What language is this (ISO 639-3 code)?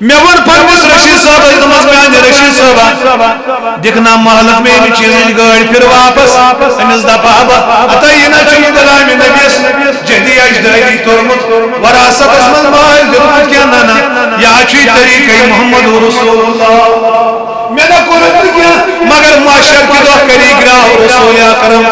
kas